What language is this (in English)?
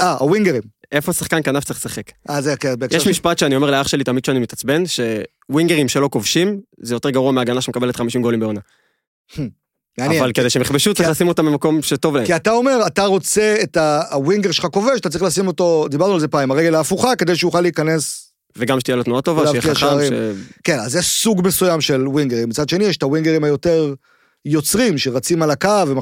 Hebrew